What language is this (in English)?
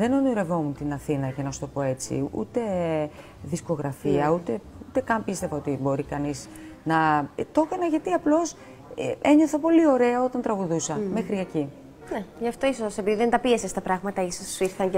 Greek